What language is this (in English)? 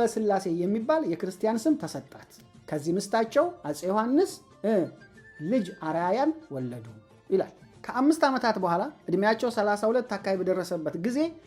Amharic